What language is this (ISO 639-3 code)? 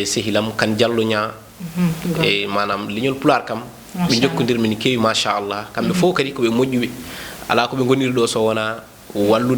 ful